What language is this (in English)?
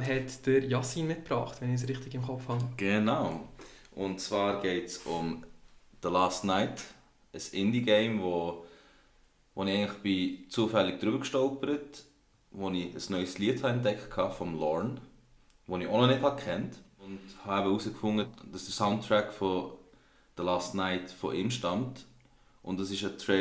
Swiss German